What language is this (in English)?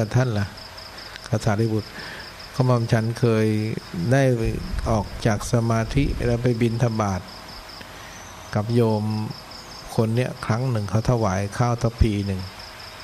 Thai